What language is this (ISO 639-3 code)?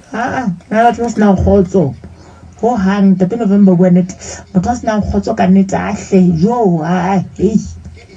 sot